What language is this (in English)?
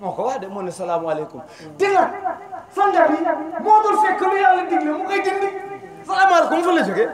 Wolof